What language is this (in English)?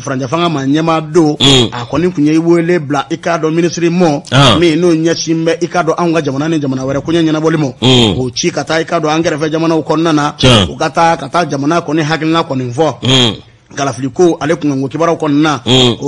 Bambara